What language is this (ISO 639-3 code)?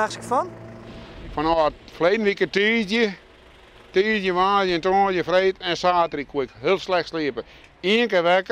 fry